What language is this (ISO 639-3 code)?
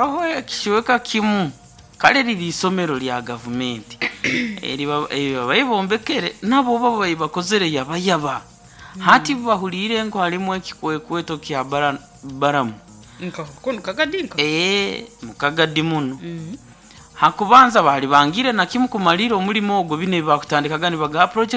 nyo